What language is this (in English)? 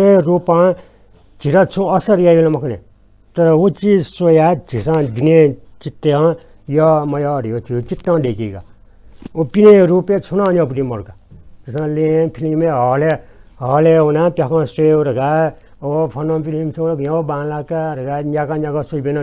Newari